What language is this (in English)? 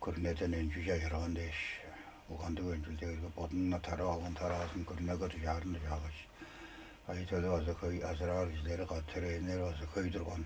Tuvinian